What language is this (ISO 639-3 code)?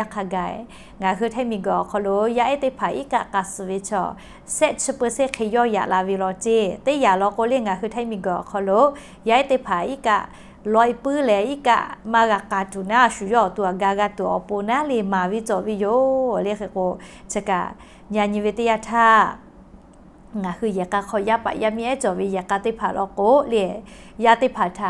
lhu